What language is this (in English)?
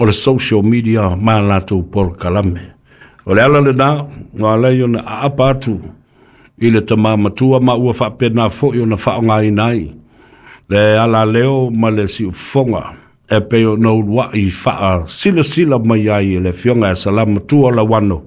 Samoan